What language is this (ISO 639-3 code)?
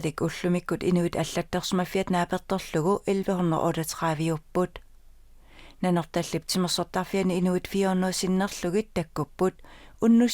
kal